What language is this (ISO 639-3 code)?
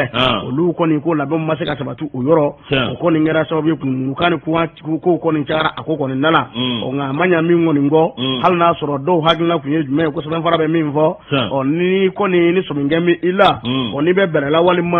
bam